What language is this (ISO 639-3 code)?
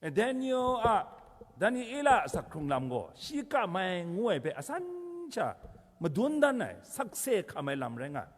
kac